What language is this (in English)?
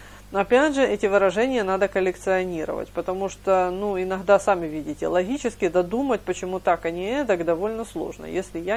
Russian